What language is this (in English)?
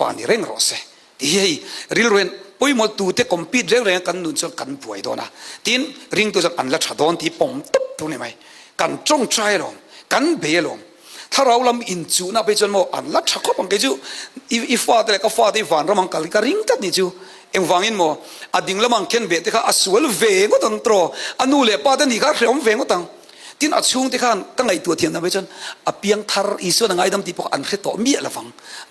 Hakha Chin